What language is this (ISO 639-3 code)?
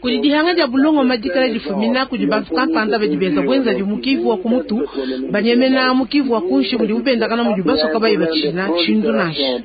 lua